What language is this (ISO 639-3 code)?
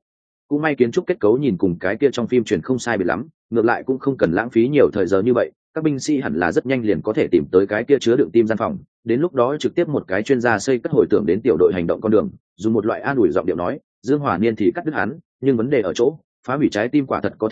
vie